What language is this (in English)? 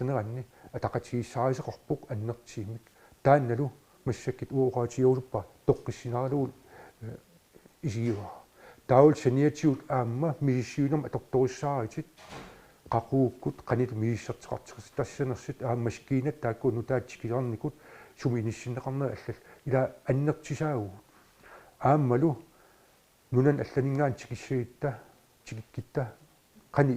Kalaallisut